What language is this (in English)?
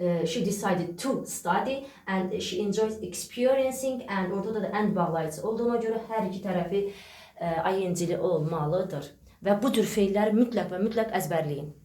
Azerbaijani